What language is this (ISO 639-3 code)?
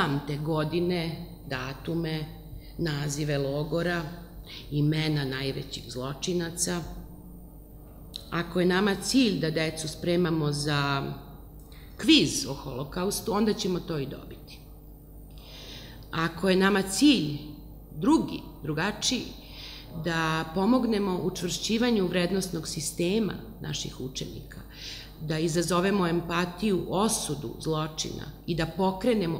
srp